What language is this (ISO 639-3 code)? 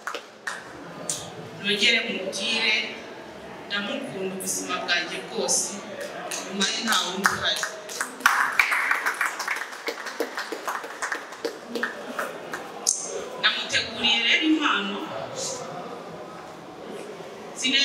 kin